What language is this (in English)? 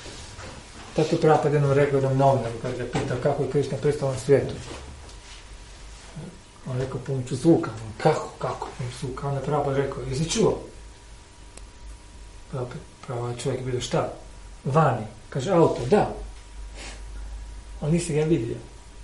Croatian